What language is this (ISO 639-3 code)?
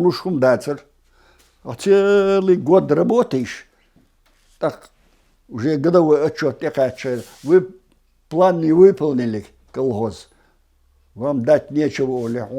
che